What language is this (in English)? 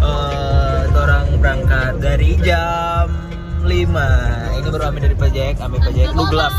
Manado Malay